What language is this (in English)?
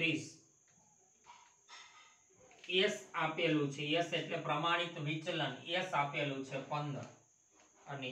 Gujarati